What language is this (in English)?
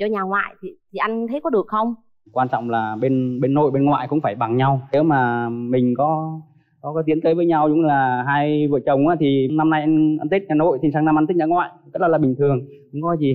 Vietnamese